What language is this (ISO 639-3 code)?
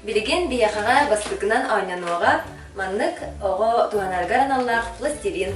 sah